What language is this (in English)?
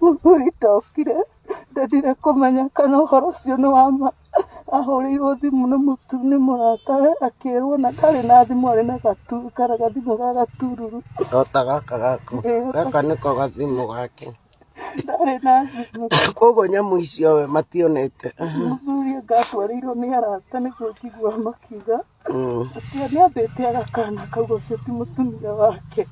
Kikuyu